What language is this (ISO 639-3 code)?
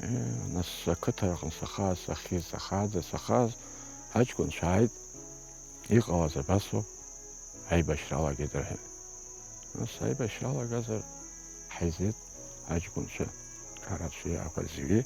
abk